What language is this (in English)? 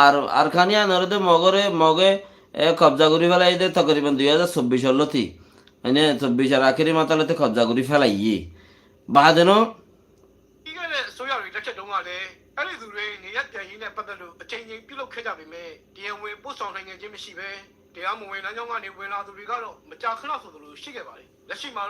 Rohingya